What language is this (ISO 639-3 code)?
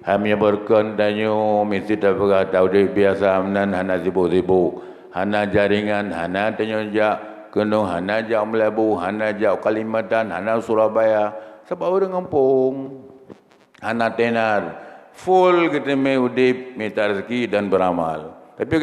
ace